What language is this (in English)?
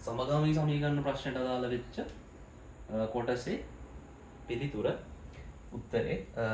Sinhala